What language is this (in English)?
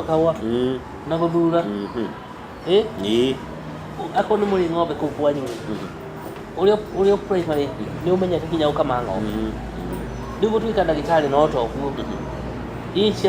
Kikuyu